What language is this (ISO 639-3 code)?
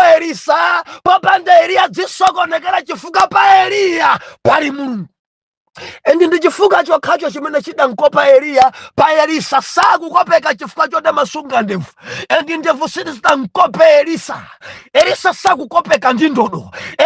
nya